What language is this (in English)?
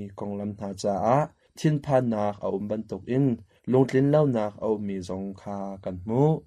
Hakha Chin